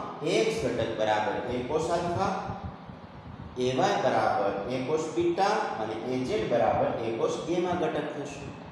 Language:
Gujarati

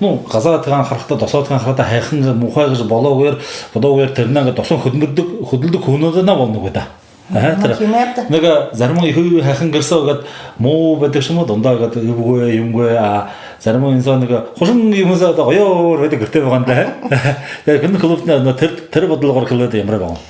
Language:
Buriat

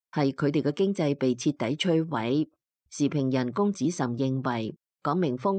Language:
Cantonese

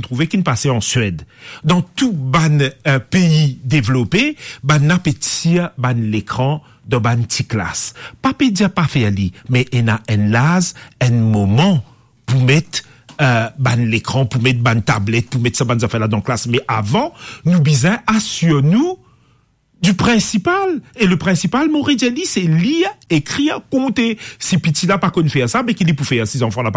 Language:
Morisyen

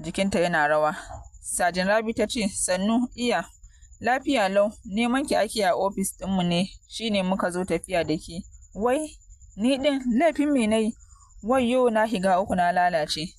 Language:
Hausa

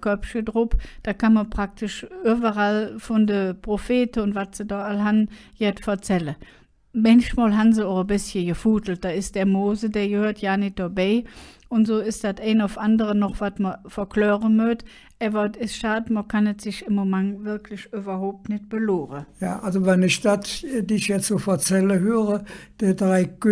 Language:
Colognian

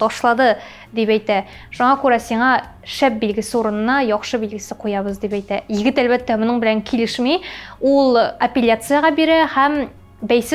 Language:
Tatar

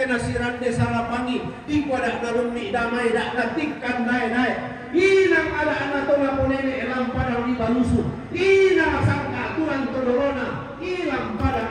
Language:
Toraja-Sa'dan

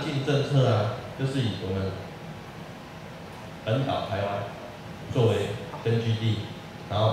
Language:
Chinese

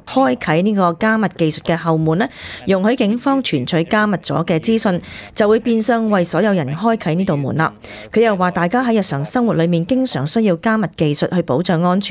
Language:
Cantonese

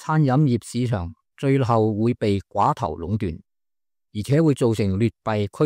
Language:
Cantonese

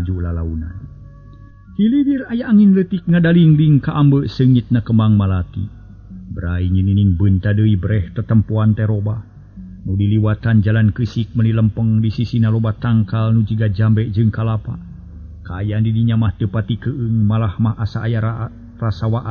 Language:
Sundanese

